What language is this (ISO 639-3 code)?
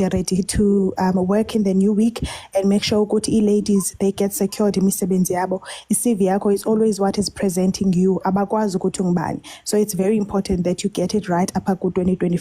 zul